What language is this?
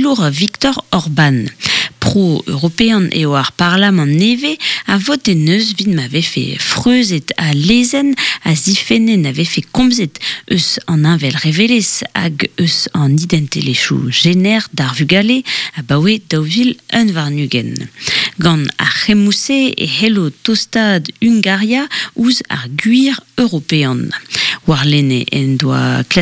Breton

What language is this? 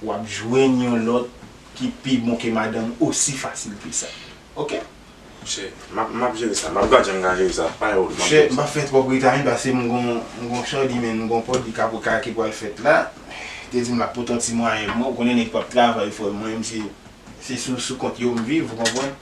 Haitian Creole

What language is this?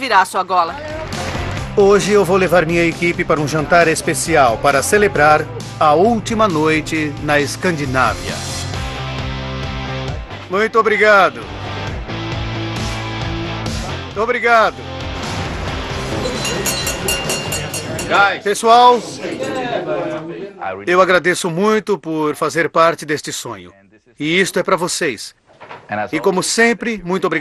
Portuguese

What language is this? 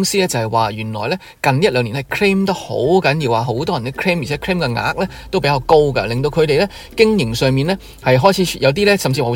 Cantonese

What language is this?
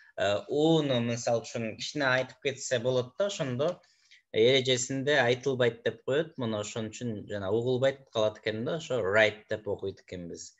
Kyrgyz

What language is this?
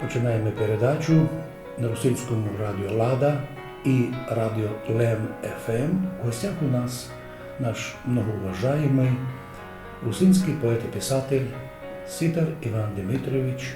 Rusyn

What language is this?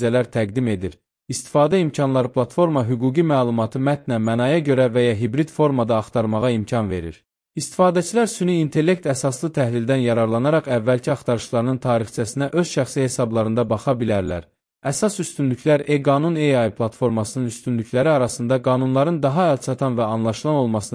Azerbaijani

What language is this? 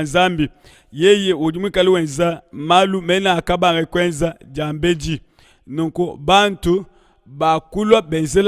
Luba-Lulua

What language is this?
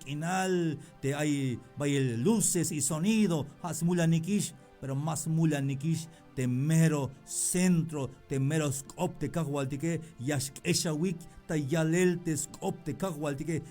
Tzeltal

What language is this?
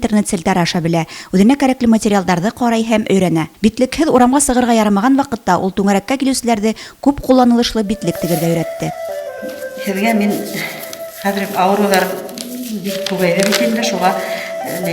Bashkir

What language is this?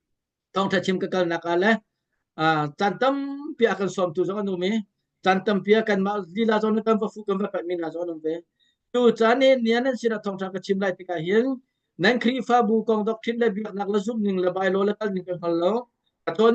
Hakha Chin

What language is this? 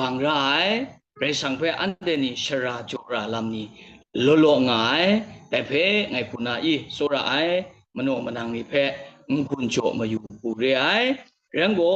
Kachin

